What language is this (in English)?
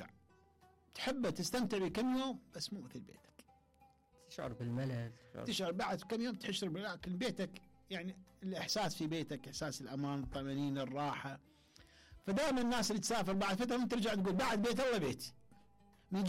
Mesopotamian Arabic